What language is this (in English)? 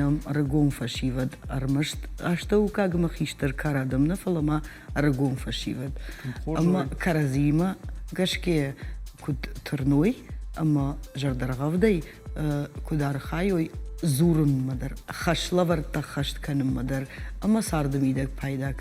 Ossetic